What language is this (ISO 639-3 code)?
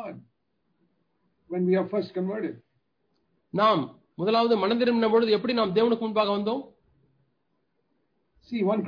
tam